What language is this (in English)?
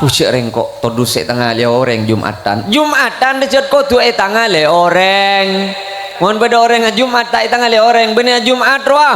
Madurese